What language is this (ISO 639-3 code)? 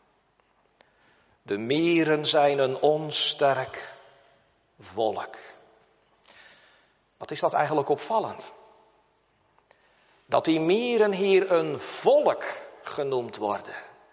nld